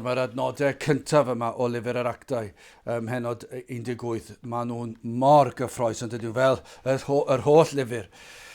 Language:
Welsh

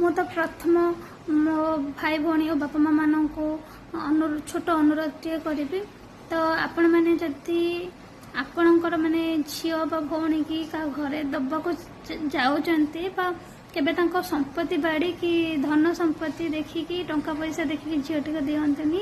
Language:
Odia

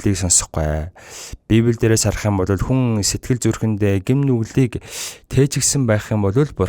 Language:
Mongolian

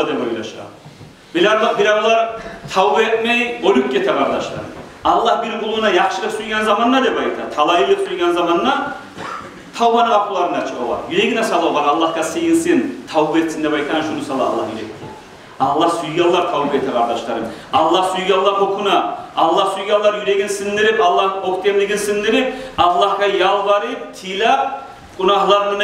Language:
Kumyk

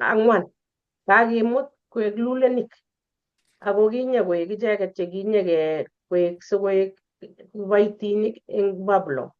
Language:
Kalenjin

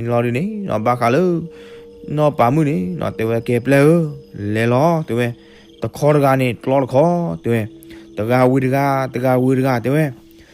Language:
S'gaw Karen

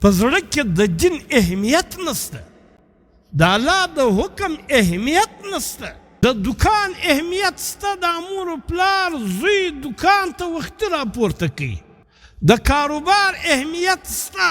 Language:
Pashto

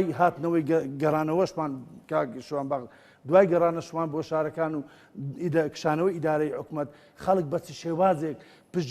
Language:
Central Kurdish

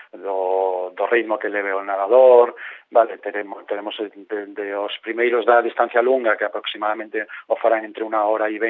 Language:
Galician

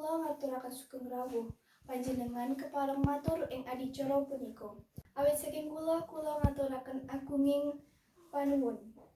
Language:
Javanese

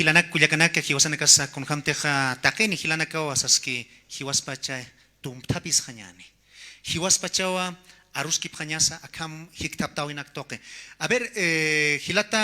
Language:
Aymara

